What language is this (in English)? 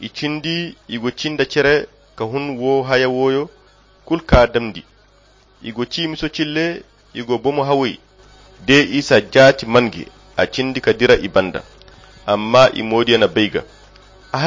Koyra Chiini